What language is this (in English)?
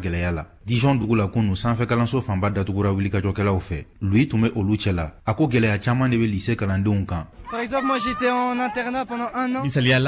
Bambara